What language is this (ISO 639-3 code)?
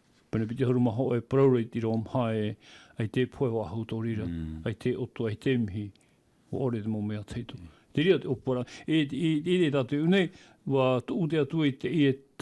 tah